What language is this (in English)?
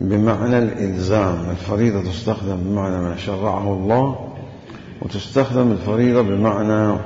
Mesopotamian Arabic